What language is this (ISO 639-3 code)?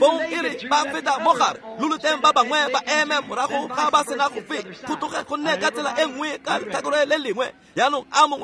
tsn